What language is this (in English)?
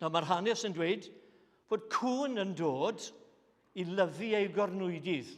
Welsh